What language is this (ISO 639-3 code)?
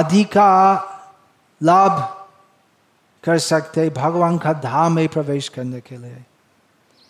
hin